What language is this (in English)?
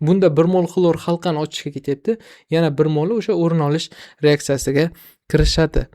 Uzbek